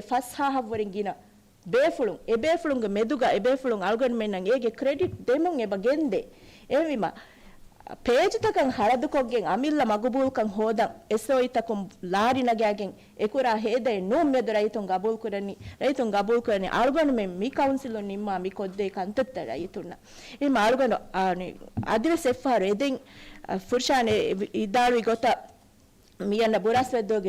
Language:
Divehi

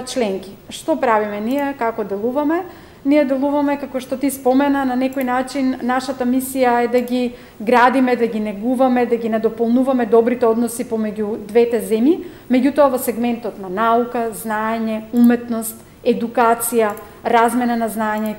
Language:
Macedonian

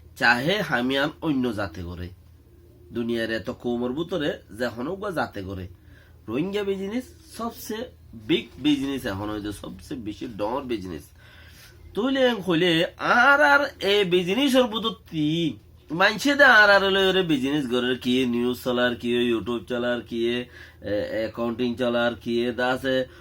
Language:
Rohingya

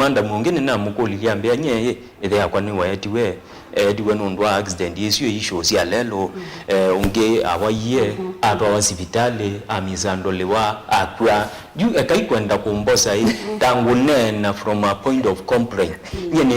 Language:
Kamba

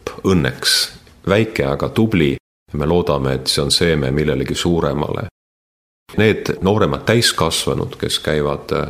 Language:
Estonian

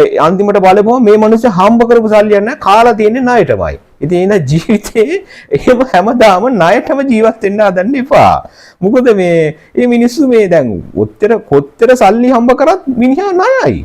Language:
Sinhala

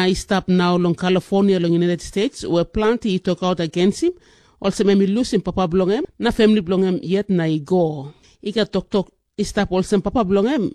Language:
Tok Pisin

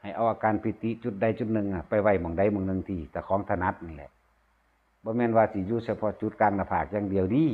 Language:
Northeastern Thai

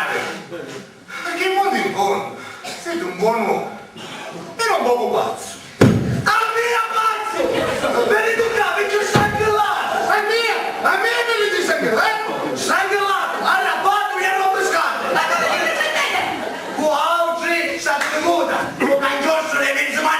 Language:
Sicilian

